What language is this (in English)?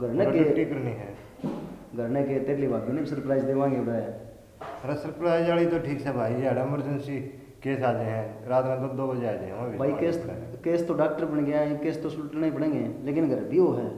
Haryanvi